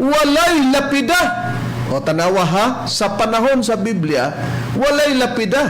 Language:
Cebuano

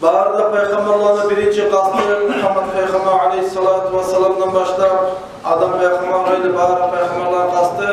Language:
Kumyk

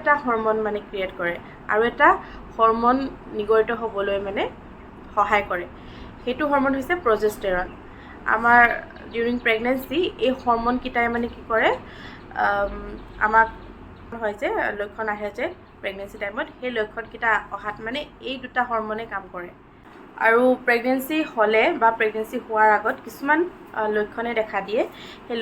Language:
Assamese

